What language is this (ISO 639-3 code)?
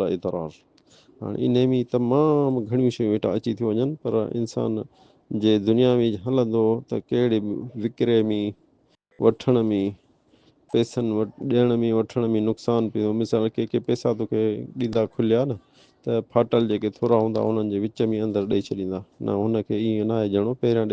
snd